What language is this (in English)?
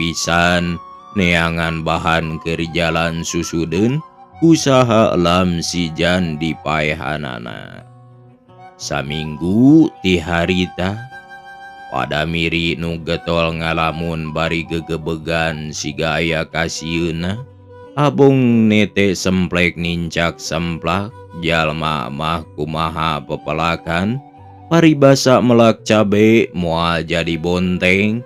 Sundanese